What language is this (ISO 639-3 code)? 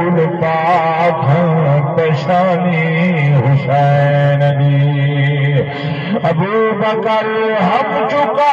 skr